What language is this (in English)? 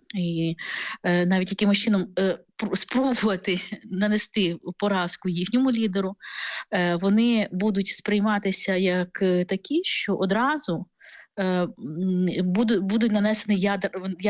Ukrainian